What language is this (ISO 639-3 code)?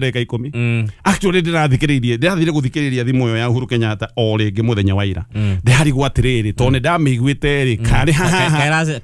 kik